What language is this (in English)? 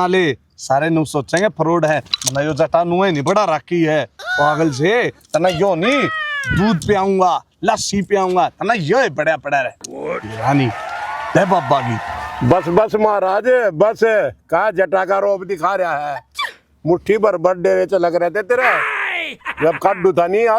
Haryanvi